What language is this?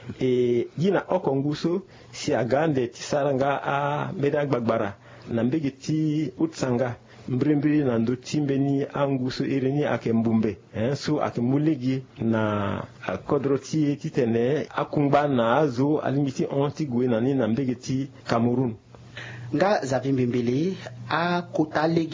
Sango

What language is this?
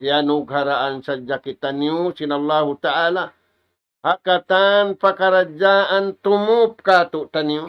Tausug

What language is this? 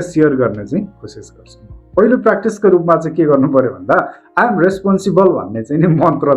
Nepali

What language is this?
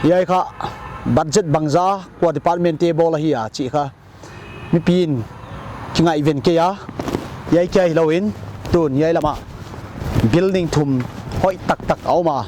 Paite Chin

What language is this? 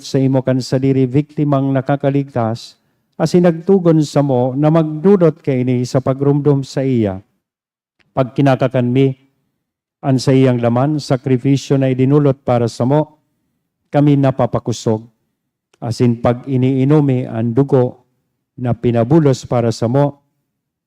Bikol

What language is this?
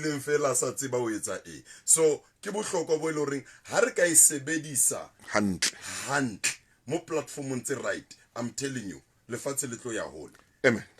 Southern Sotho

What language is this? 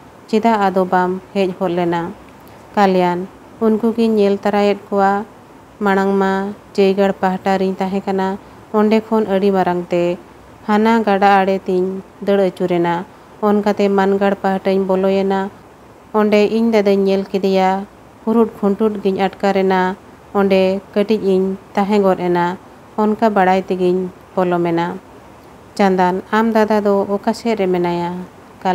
Santali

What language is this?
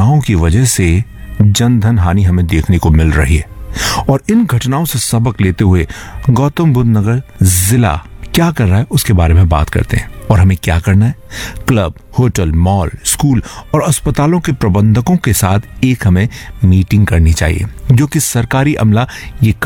Hindi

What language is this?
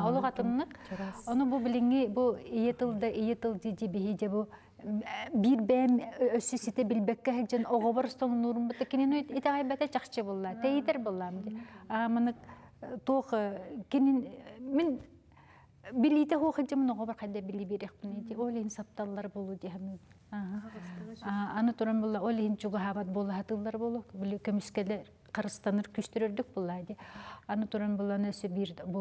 Yakut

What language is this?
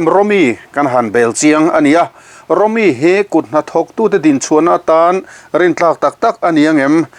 Mizo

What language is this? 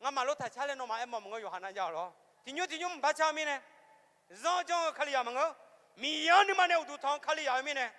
Akha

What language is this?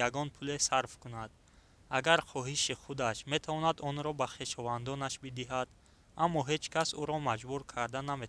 Tajik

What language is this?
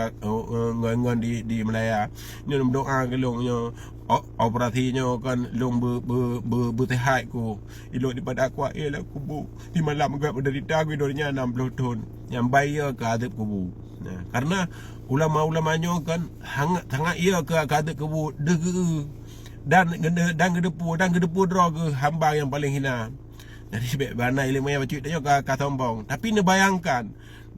Achinese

